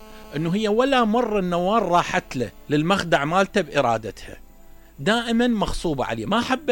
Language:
Mesopotamian Arabic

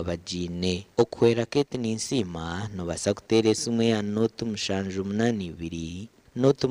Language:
Nyankole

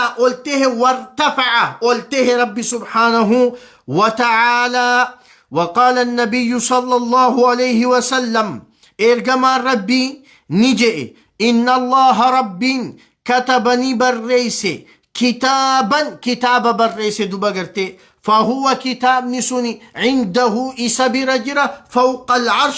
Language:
Oromo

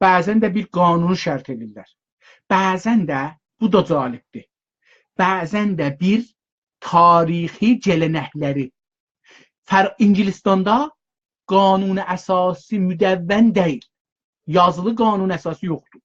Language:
South Azerbaijani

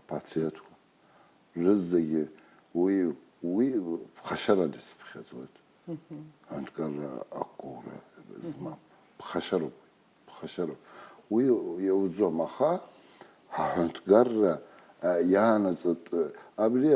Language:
Abkhazian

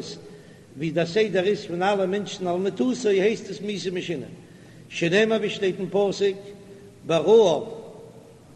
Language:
Yiddish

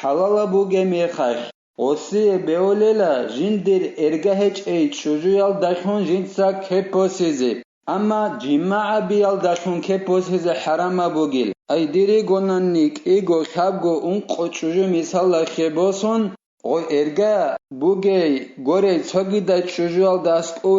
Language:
Avaric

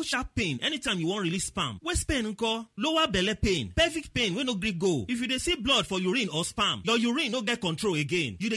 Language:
Nigerian Pidgin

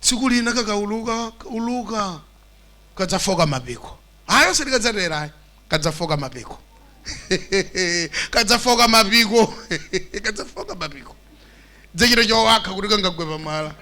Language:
Nyanja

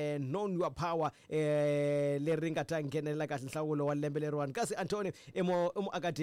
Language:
Tsonga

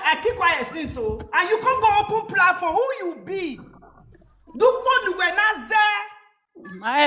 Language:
Nigerian Pidgin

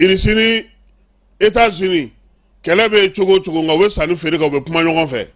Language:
Bambara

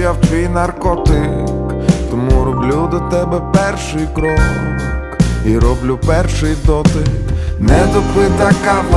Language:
Ukrainian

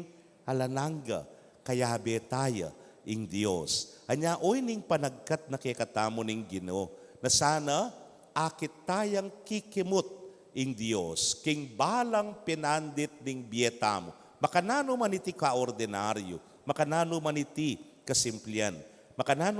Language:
Pampanga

